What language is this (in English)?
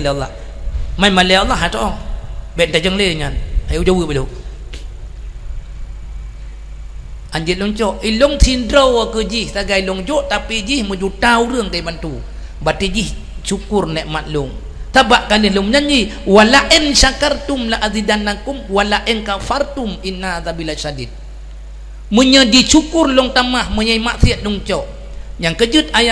Achinese